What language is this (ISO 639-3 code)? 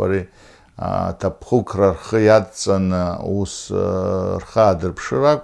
abk